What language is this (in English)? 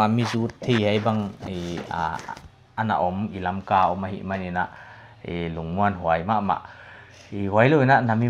Paite Chin